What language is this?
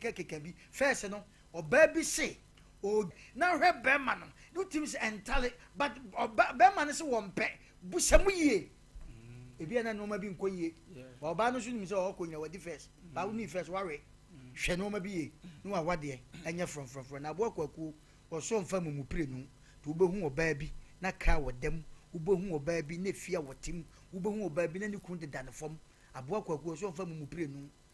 Akan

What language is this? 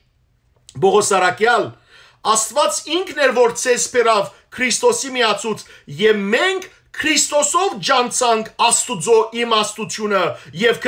Western Armenian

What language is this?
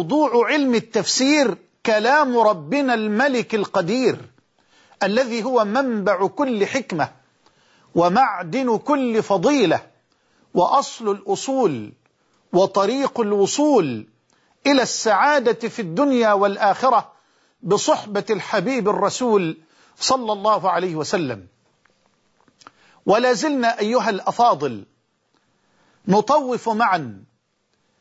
Arabic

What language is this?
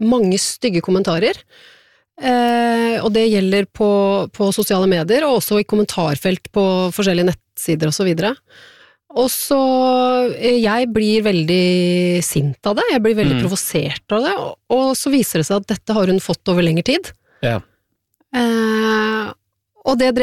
Norwegian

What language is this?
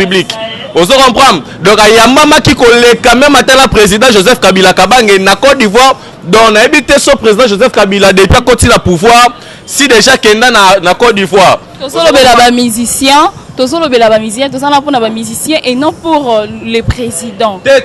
Lingala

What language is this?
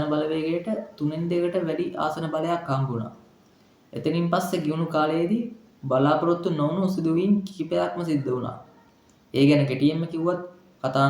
Sinhala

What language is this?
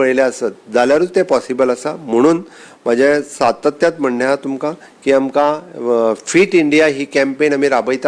Konkani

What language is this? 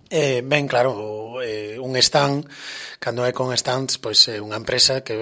Galician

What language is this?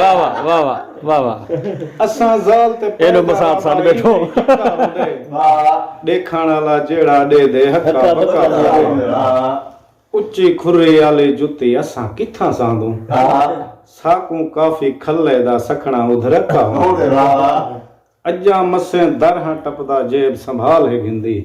Saraiki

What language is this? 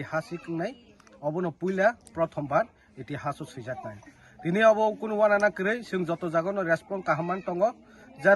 Kok Borok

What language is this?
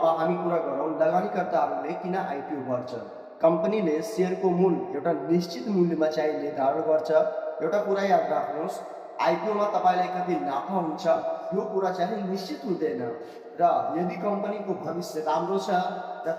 Nepali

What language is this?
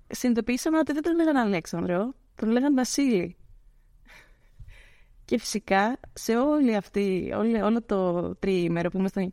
Greek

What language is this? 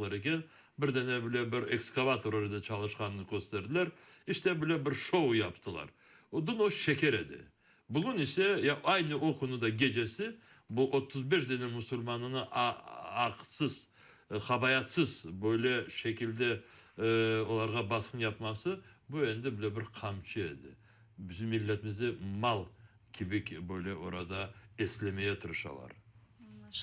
Crimean Tatar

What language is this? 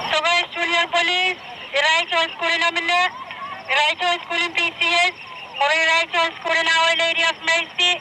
Pohnpeian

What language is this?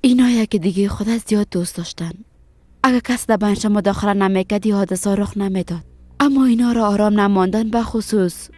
Persian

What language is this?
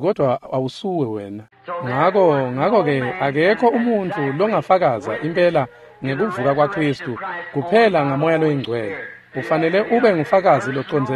Swati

